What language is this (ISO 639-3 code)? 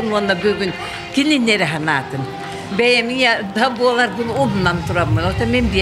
sah